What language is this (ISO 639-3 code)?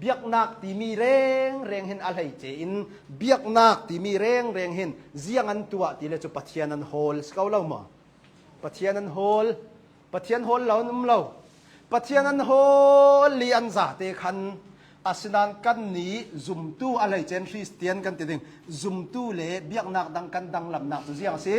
cnh